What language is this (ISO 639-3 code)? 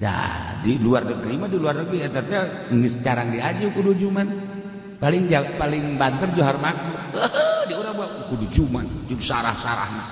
sun